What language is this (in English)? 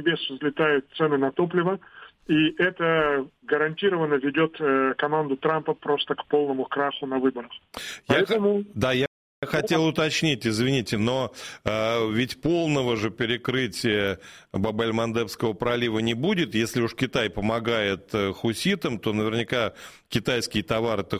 Russian